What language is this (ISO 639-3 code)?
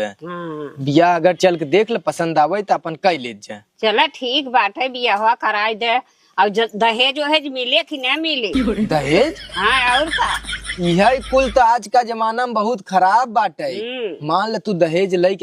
awa